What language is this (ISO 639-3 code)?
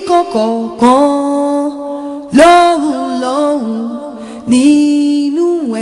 yor